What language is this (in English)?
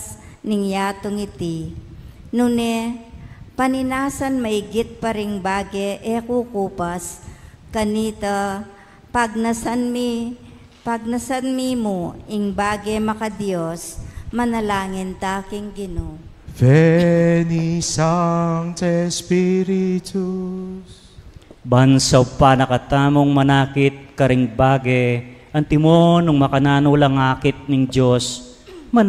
Pampanga